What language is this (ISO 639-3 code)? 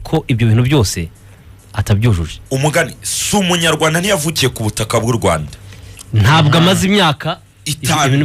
kin